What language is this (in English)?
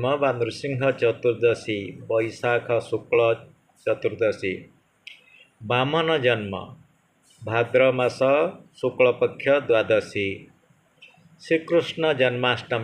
Odia